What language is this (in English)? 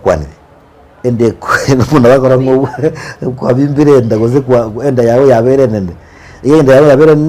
Gusii